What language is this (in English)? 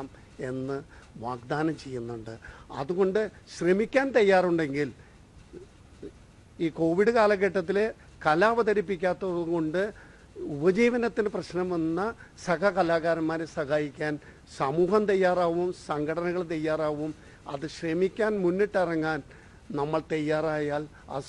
Malayalam